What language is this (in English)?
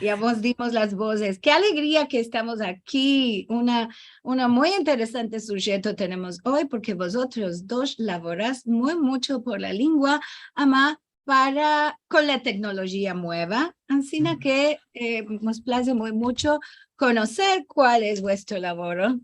Ladino